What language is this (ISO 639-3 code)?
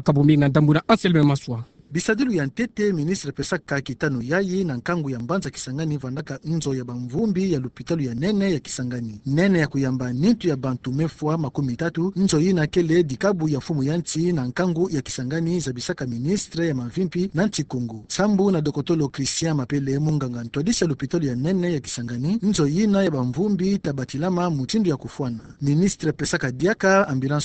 ktu